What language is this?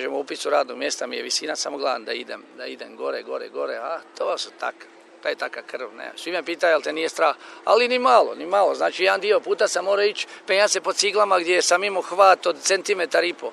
Croatian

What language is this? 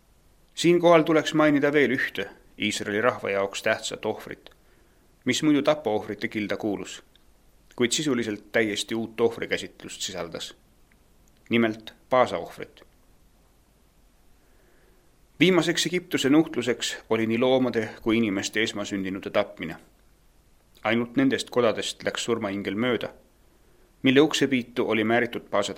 Estonian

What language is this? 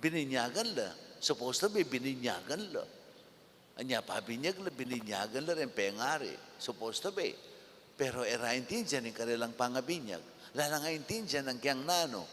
Pampanga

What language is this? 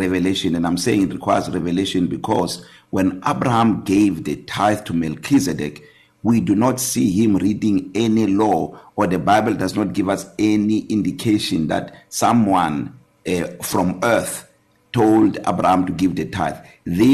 English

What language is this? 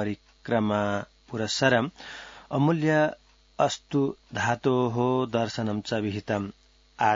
Sanskrit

